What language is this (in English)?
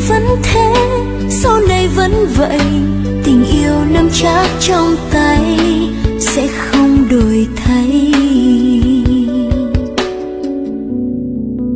Vietnamese